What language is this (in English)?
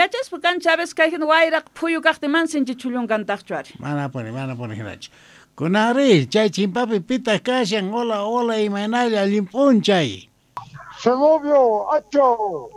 South Bolivian Quechua